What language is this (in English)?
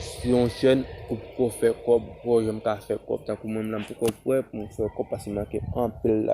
Haitian Creole